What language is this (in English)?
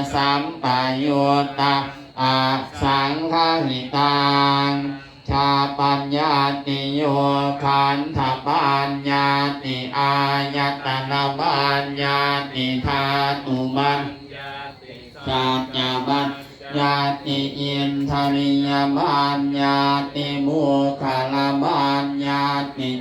Pali